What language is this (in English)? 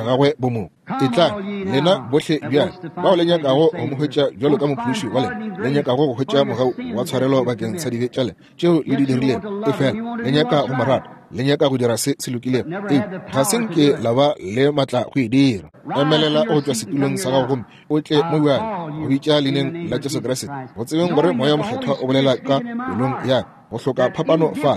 Northern Sotho